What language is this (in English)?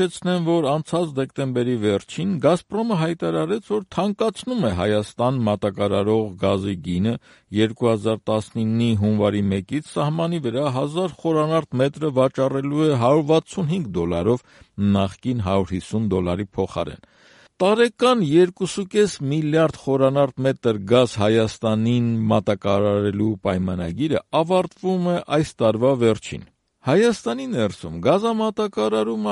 Armenian